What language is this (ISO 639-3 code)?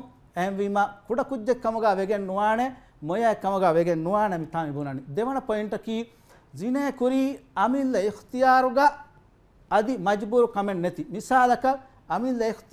div